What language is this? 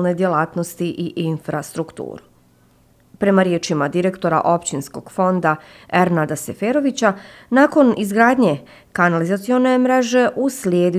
Bosnian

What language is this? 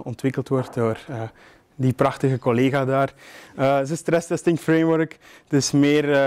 Dutch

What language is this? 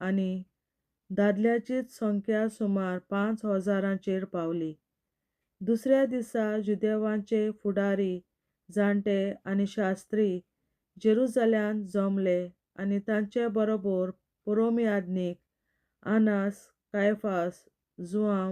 Konkani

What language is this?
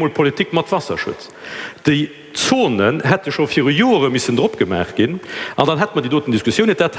Luxembourgish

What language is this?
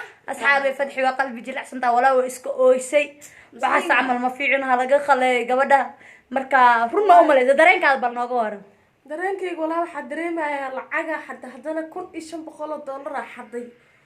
Somali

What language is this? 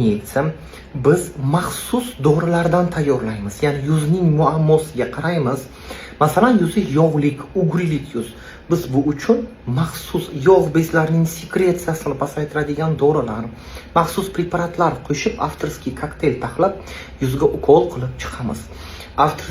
Uzbek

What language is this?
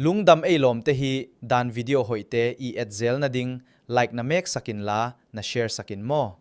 Tedim Chin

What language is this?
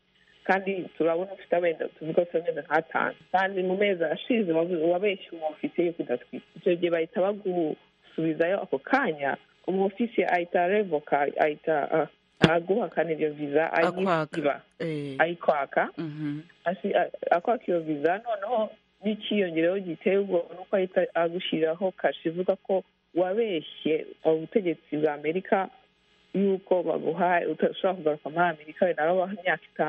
Kinyarwanda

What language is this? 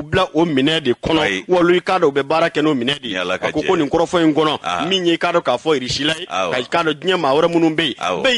Bambara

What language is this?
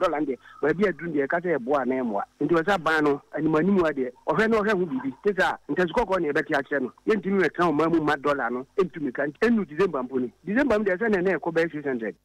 Akan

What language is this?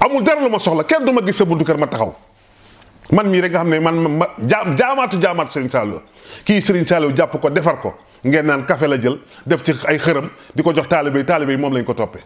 Wolof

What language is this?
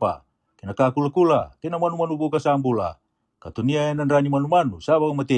Fijian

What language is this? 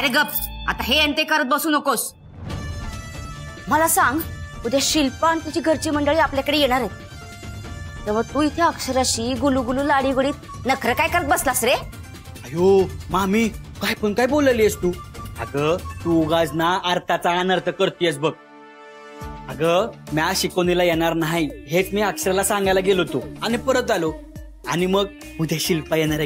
Marathi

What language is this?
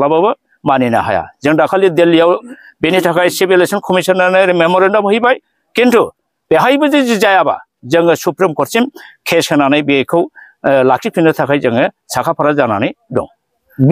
Bodo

